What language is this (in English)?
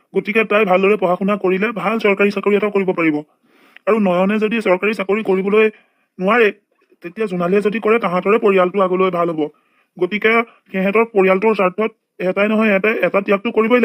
Assamese